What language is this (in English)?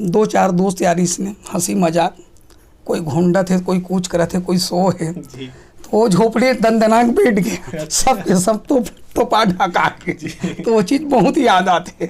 Chhattisgarhi